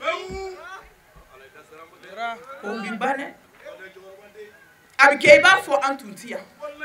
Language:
Bambara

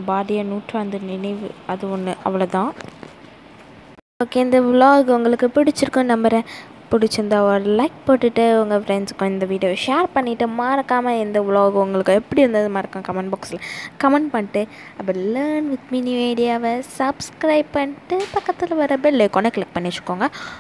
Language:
Tamil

